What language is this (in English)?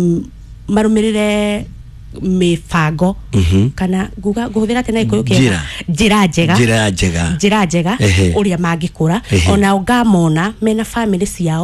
Kikuyu